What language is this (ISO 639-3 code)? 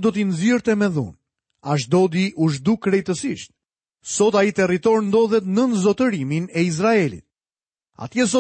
sqi